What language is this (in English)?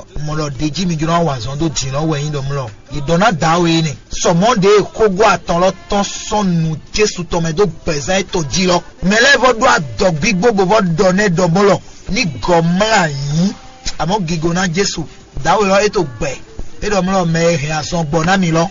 Fon